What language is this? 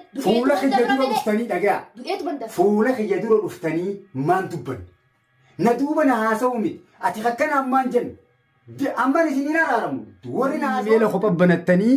Oromo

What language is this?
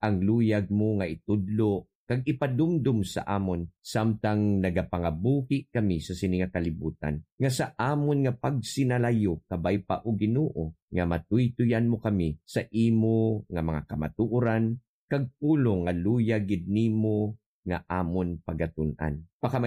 Hiligaynon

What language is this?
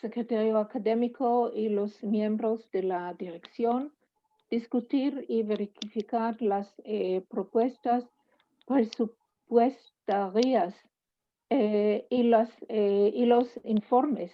Ladino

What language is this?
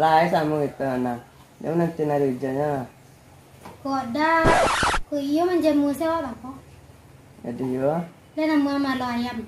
Minangkabau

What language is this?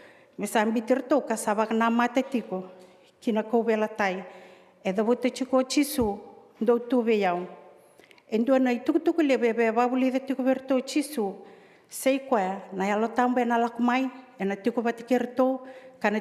Fijian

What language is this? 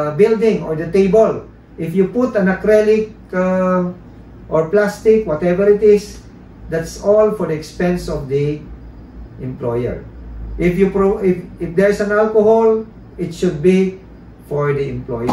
Filipino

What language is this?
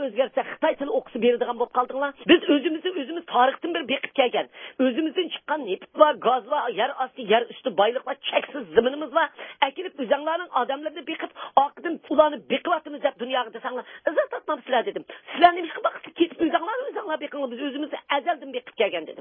Uyghur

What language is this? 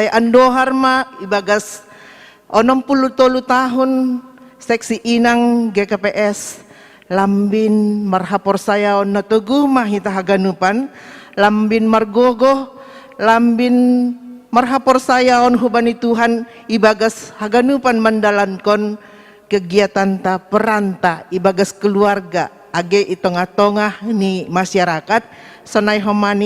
Batak Simalungun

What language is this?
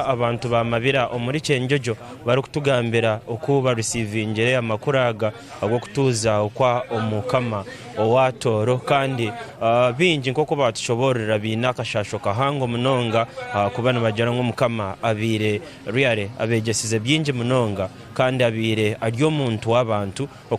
Tooro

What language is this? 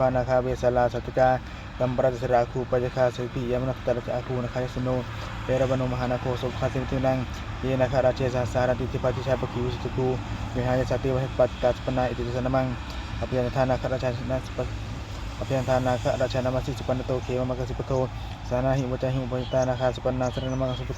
Pali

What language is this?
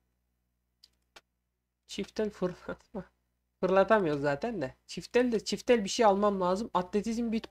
Turkish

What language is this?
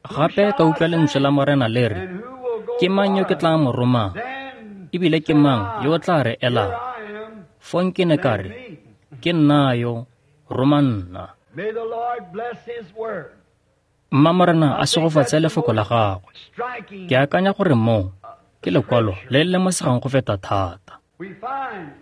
Tswana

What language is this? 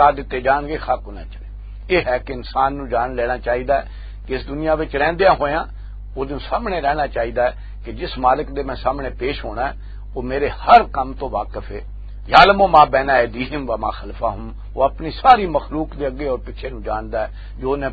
Western Panjabi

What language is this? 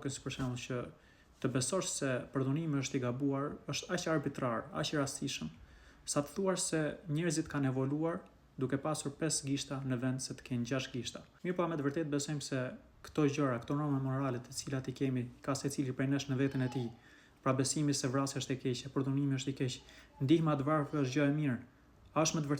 Albanian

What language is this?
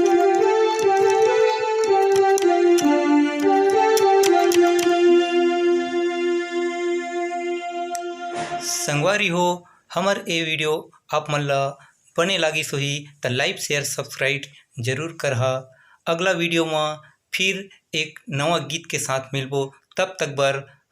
Chhattisgarhi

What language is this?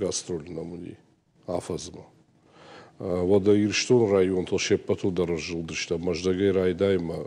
Ossetic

